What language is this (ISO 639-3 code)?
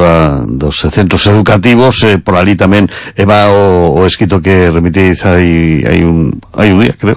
glg